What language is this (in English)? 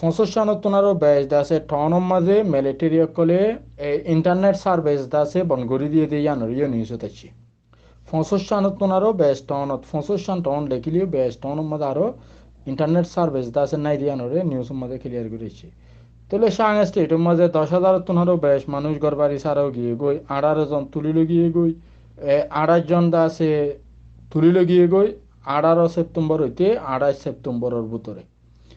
Rohingya